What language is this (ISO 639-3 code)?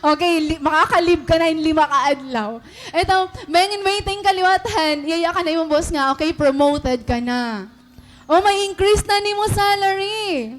war